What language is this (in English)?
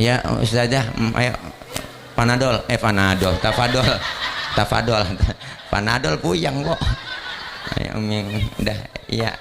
Betawi